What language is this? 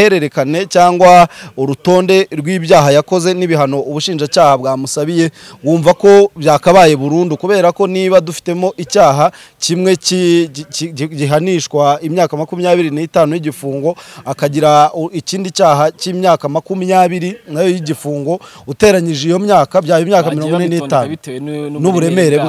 Kinyarwanda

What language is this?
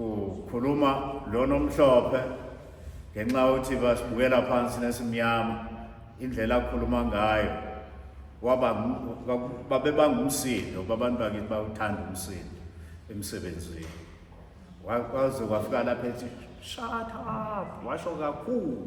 Zulu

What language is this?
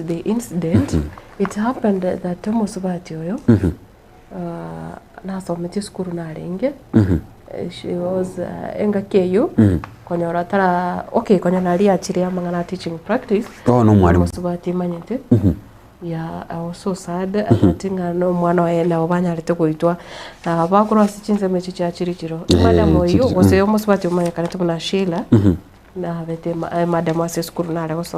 Gusii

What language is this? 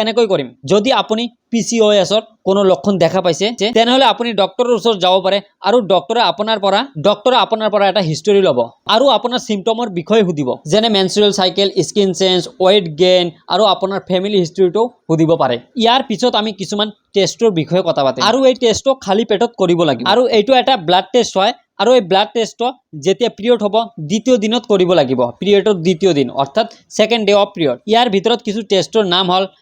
Assamese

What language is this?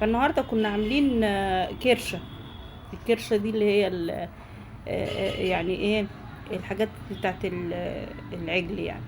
Egyptian Arabic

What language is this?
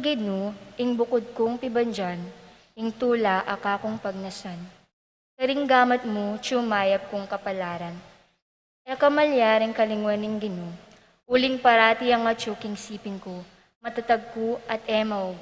Pampanga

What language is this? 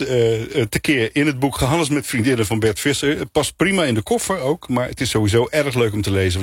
Dutch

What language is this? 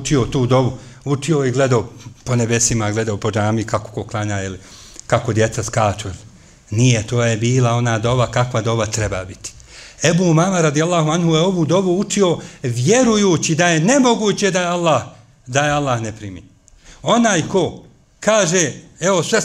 Bosnian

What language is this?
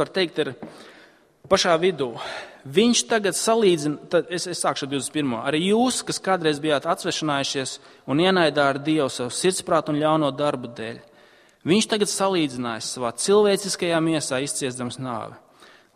Latvian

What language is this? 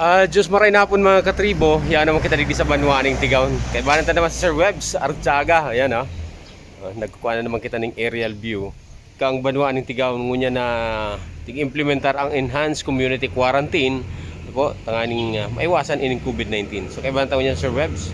Bikol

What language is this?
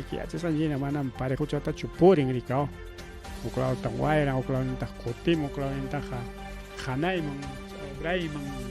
Ayacucho Quechua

